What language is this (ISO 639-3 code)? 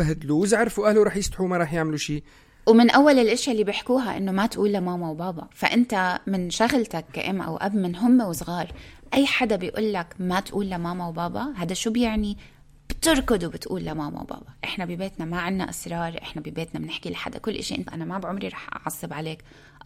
apc